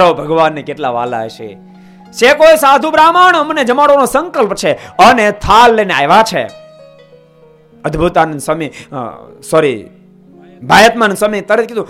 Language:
Gujarati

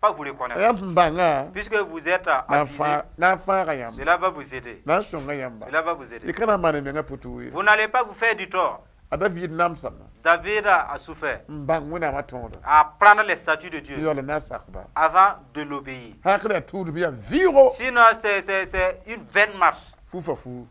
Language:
Mossi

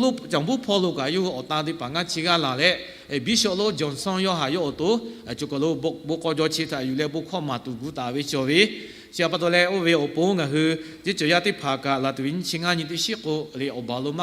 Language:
Lahu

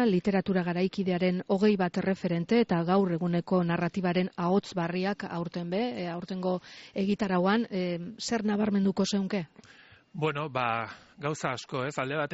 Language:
Basque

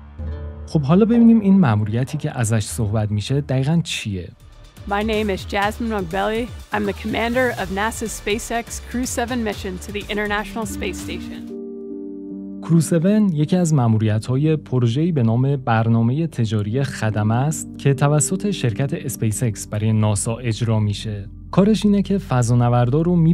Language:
Persian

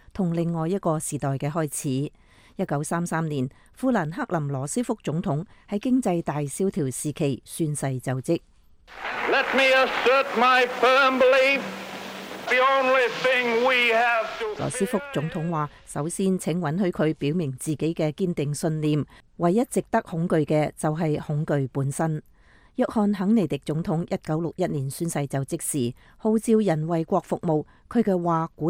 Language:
Cantonese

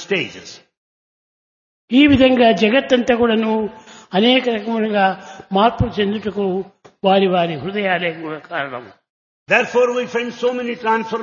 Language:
Telugu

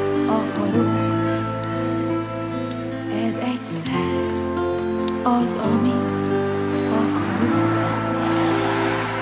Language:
Hungarian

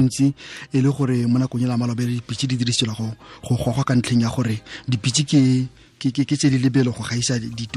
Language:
Tswana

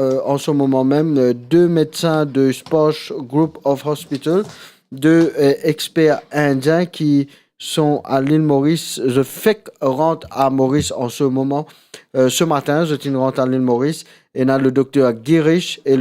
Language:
Morisyen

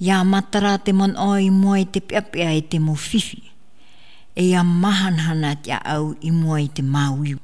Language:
Tahitian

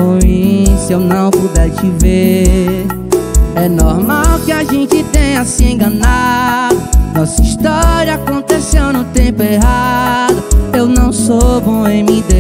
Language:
Portuguese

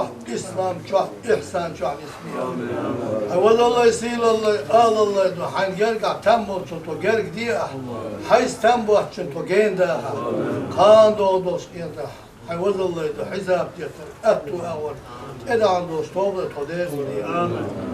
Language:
Chechen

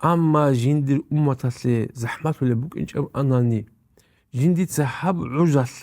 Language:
Avaric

